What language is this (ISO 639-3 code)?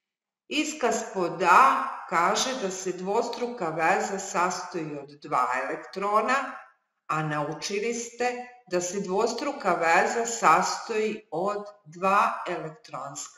srp